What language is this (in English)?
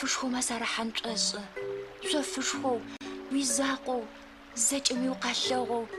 Adyghe